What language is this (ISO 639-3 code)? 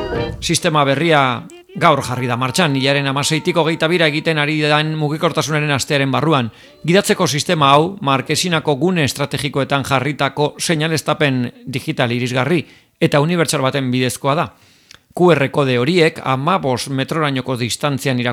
eus